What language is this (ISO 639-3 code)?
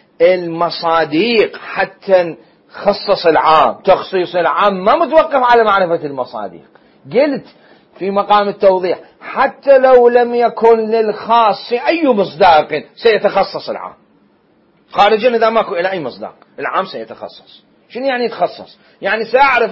acm